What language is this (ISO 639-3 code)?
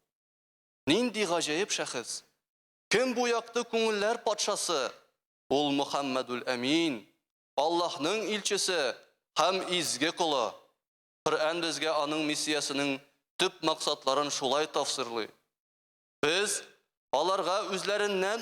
tat